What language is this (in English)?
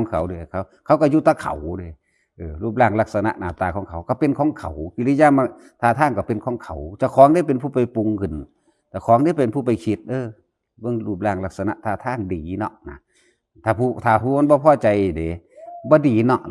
Northeastern Thai